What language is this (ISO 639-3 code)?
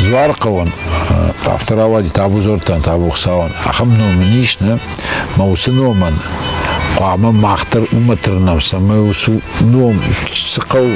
oss